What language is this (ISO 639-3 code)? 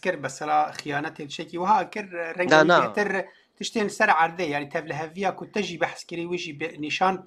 kur